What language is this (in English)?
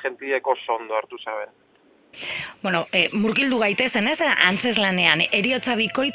Basque